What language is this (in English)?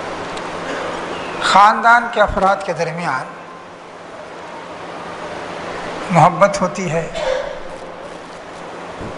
Urdu